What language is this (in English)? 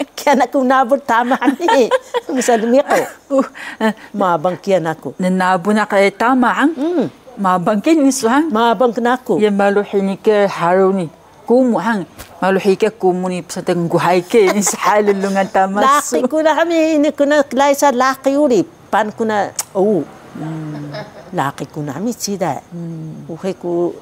Taroko